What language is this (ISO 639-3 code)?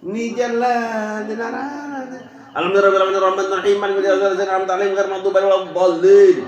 sas